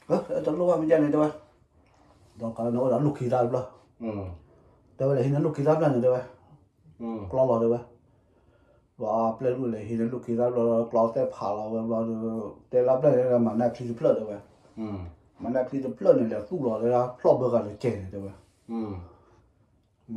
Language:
S'gaw Karen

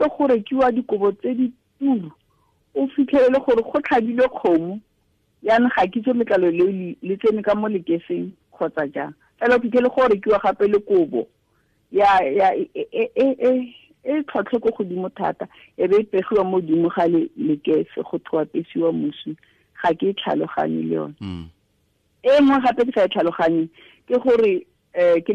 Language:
Tswana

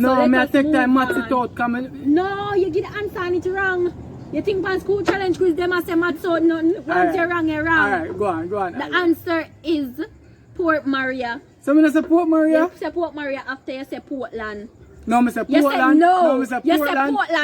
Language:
Jamaican Creole English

